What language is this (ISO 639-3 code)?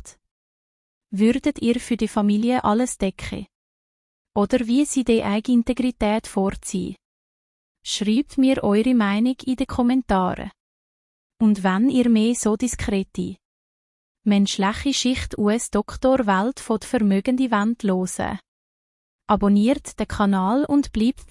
gsw